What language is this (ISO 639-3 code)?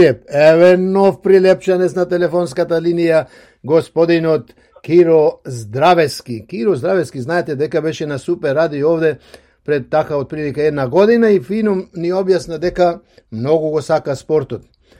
mkd